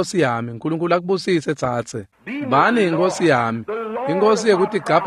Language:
Swati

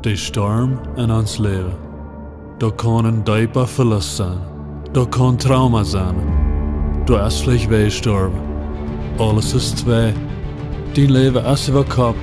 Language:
Plautdietsch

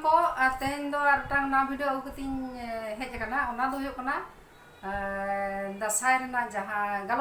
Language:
Santali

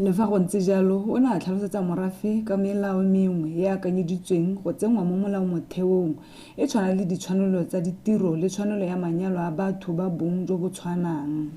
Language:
Tswana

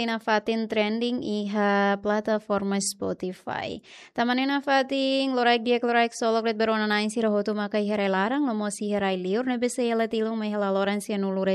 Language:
Tetum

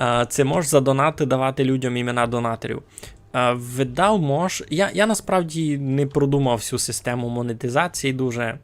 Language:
Rusyn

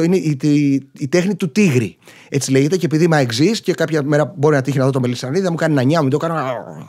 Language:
Greek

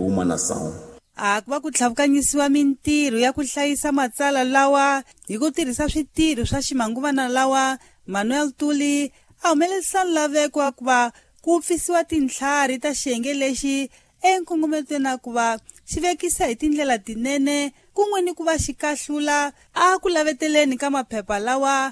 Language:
Tsonga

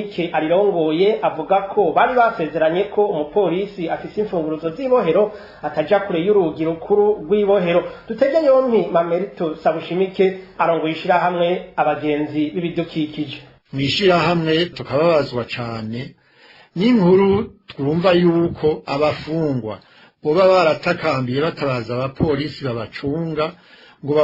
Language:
Rundi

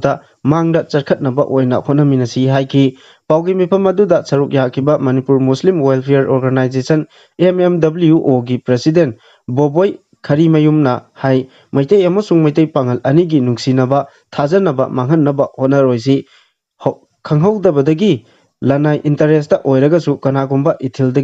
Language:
Manipuri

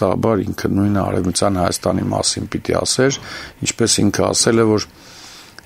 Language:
Armenian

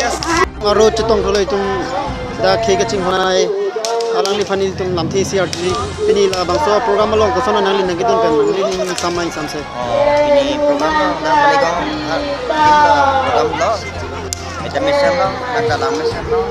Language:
Karbi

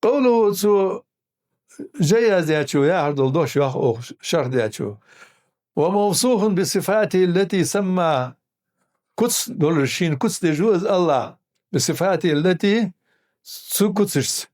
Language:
Ingush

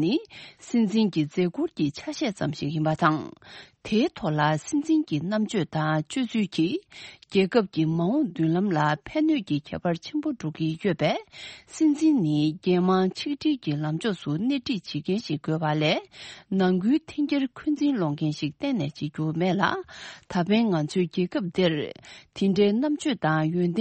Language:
Tibetan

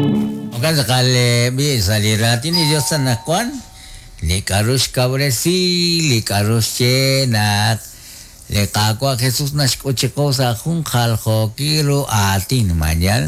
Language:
Kekchí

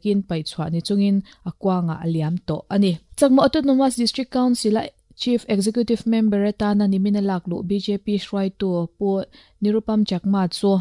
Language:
Mizo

